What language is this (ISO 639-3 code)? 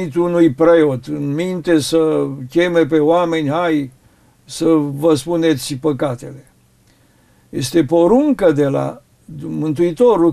ron